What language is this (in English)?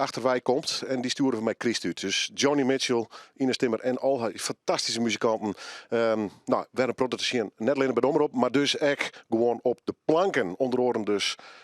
Western Frisian